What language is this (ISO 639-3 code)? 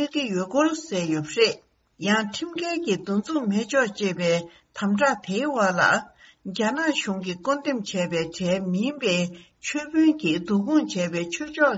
bod